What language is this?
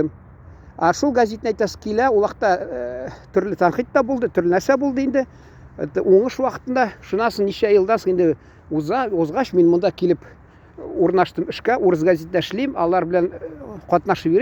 Tatar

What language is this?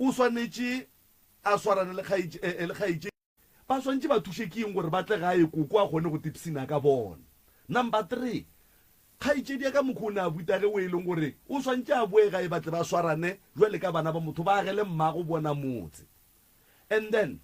Northern Sotho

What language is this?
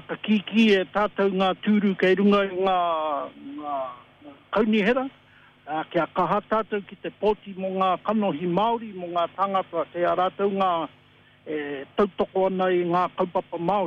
Māori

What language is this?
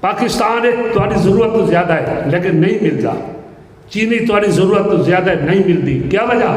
Saraiki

